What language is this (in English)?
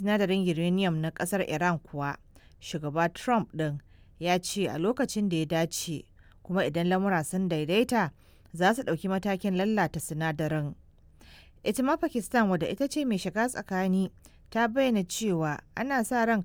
Hausa